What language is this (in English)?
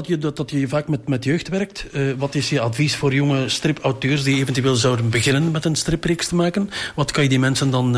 Dutch